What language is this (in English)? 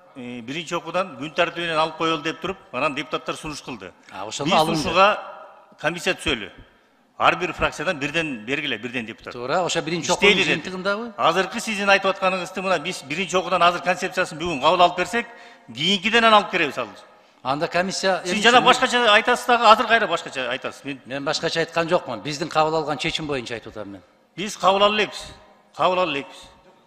Kyrgyz